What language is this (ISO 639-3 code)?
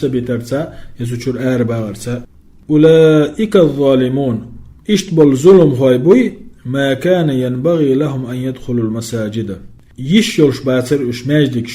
che